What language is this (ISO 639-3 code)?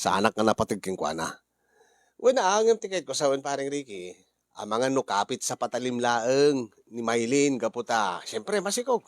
ilo